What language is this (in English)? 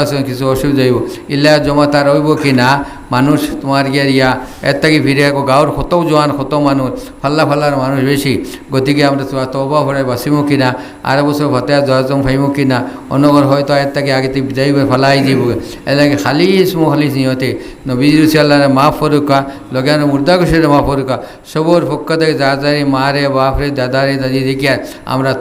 Sylheti